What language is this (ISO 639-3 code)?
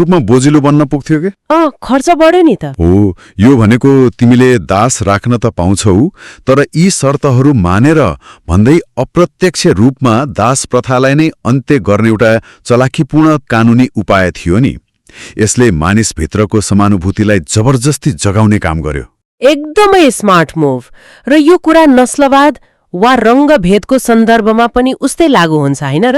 nep